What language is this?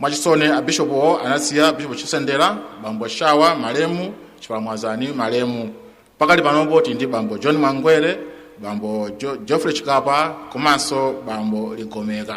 Nyanja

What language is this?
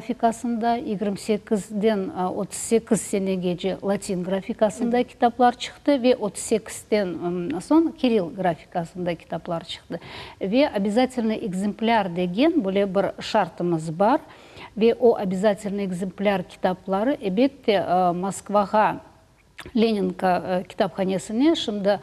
Crimean Tatar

